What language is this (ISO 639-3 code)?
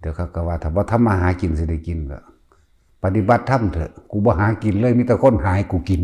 tts